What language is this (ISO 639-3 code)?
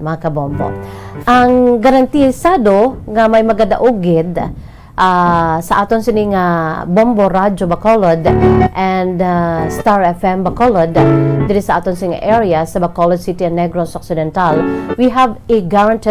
hil